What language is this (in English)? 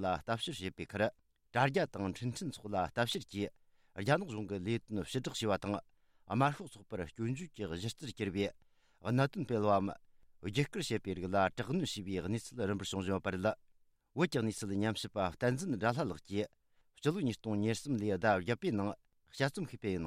Tibetan